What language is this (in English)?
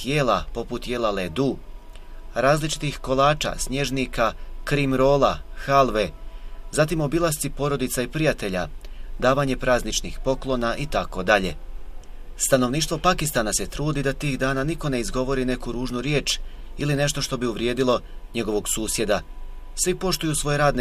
Bosnian